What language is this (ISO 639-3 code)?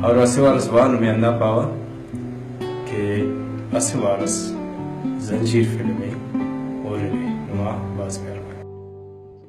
brh